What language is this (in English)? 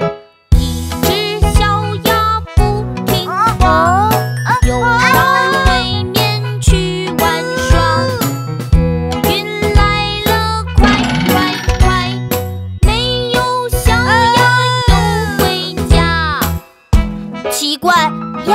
Chinese